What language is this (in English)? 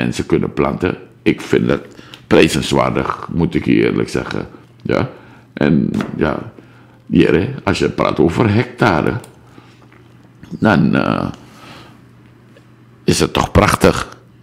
Dutch